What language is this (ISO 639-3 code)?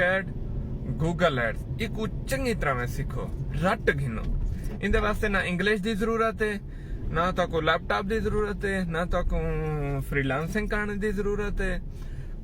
skr